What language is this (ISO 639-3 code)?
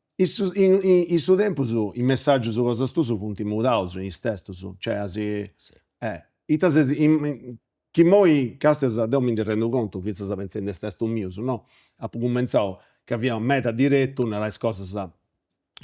srd